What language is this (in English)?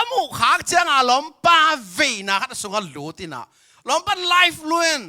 Tedim Chin